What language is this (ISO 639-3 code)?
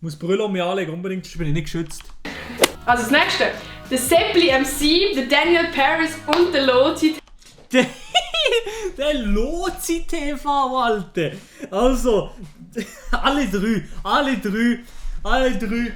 gsw